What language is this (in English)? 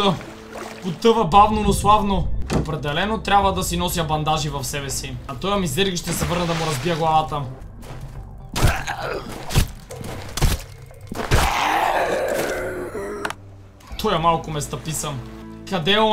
Bulgarian